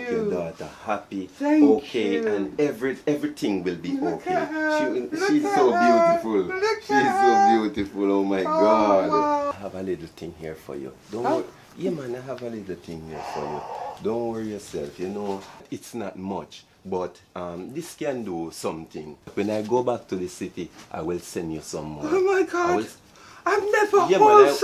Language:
Jamaican Creole English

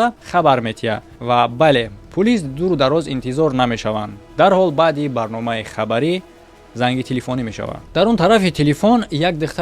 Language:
Tajik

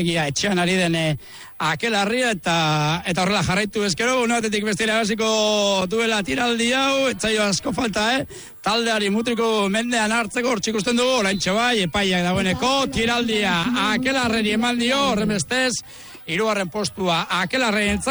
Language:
Basque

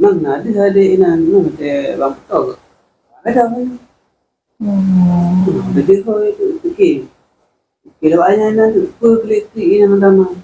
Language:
Achinese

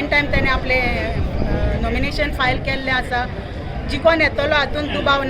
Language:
Konkani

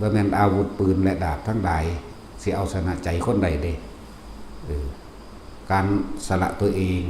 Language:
Lao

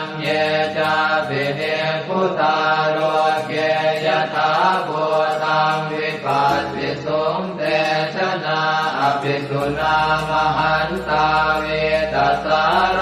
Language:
Pali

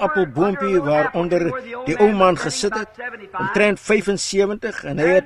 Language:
Afrikaans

